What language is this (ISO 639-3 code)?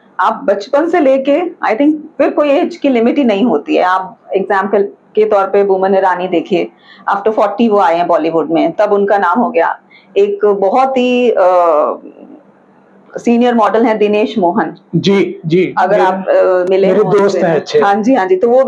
hin